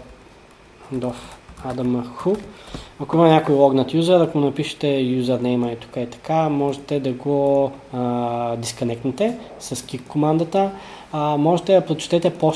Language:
Bulgarian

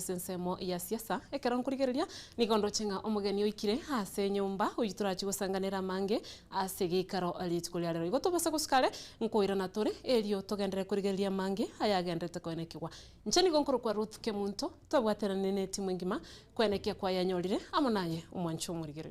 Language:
Gusii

